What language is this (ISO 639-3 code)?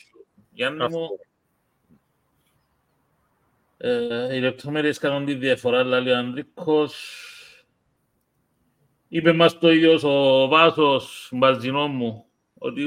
ell